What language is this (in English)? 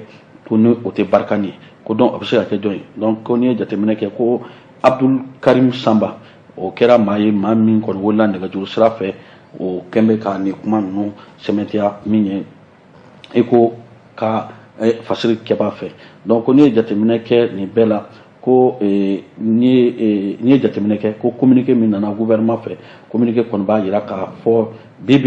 Bambara